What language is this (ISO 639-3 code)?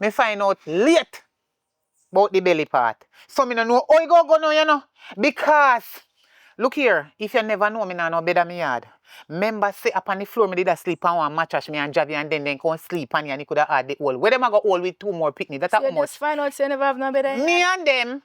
jam